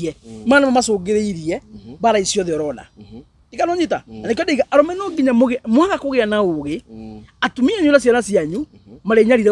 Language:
Kikuyu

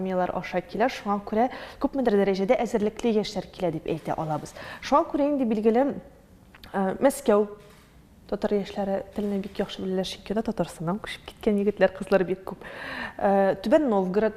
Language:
Tatar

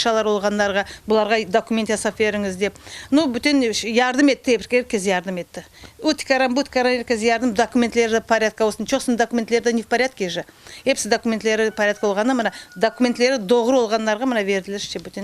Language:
Crimean Tatar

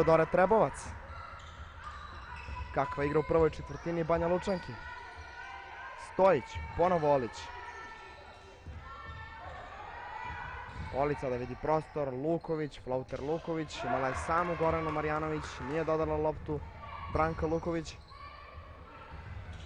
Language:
Serbian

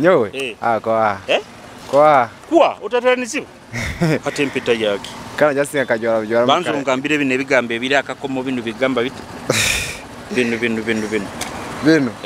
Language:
Nyoro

